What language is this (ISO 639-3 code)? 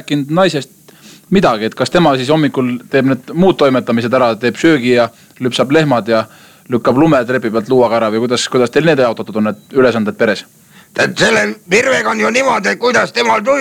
est